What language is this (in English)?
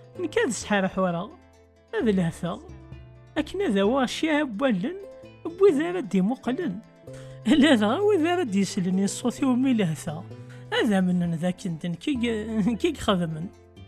Kabyle